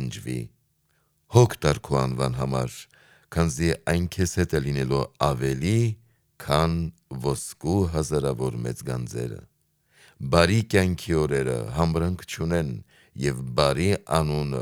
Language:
Armenian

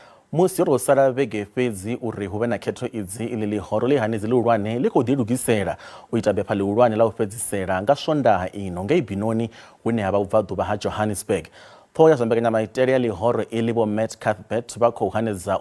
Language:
Venda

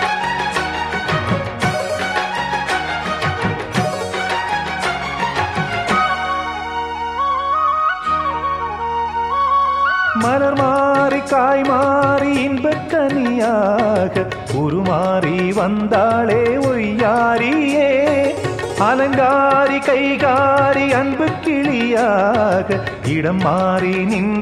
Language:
Tamil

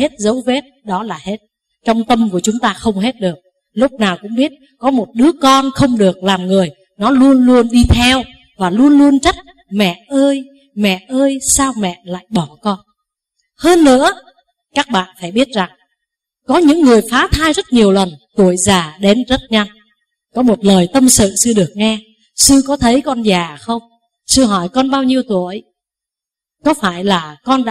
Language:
Vietnamese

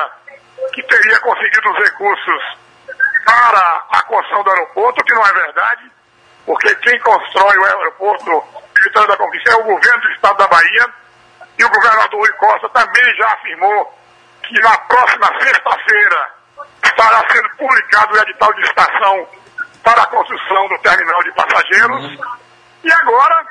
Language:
Portuguese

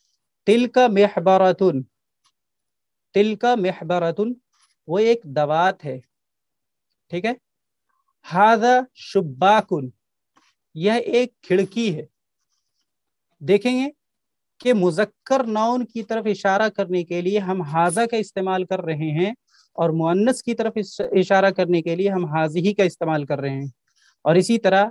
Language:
Urdu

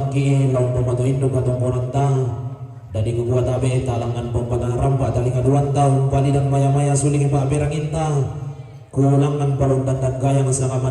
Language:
Toraja-Sa'dan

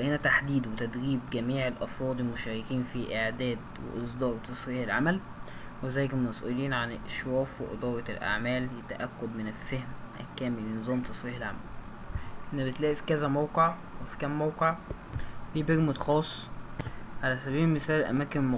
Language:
Egyptian Arabic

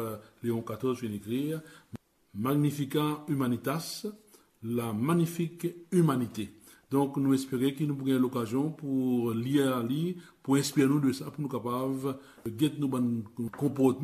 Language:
Morisyen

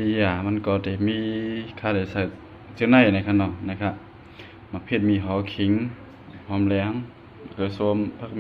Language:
Shan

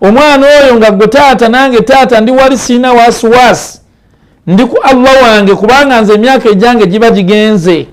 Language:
Ganda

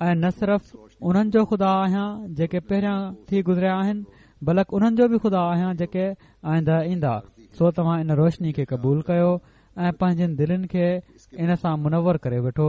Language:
Sindhi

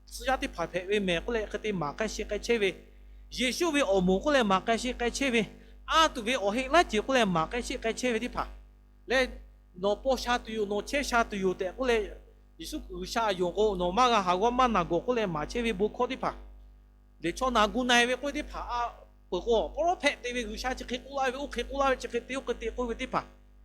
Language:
Lahu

